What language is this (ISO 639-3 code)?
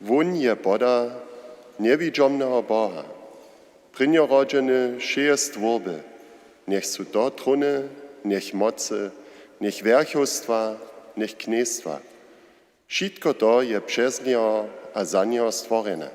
hsb